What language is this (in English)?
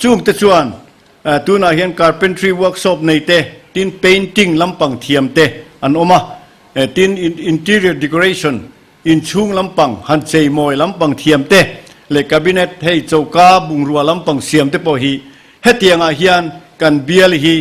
Mizo